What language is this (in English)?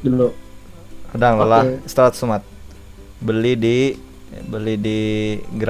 Banjar